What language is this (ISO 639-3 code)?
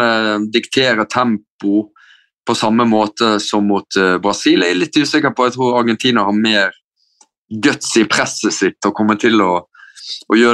nor